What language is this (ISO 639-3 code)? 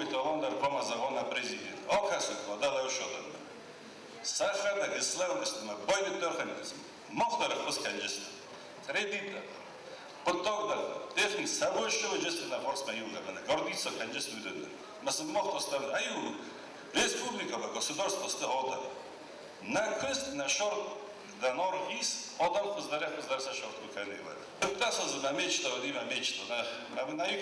oss